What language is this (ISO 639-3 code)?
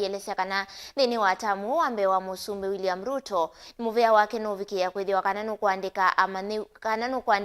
kam